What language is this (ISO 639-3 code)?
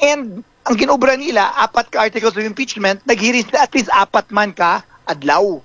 hil